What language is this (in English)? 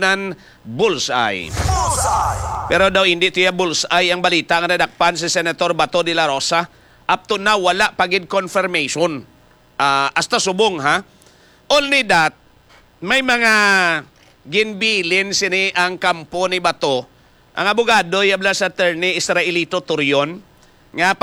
Hiligaynon